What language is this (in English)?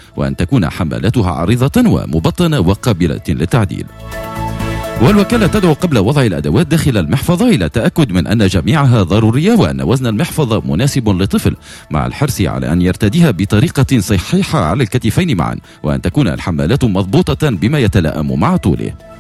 Tunisian Arabic